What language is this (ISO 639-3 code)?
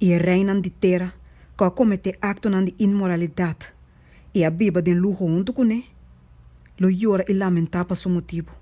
pap